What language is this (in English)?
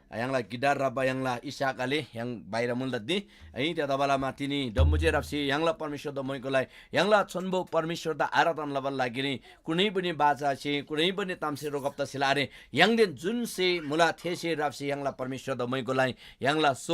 Eastern Tamang